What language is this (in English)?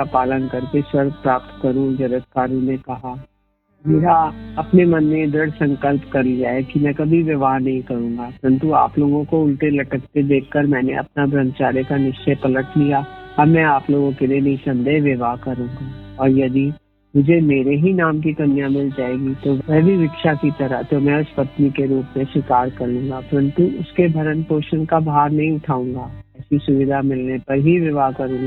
Hindi